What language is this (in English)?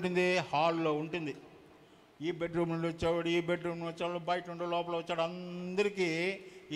Telugu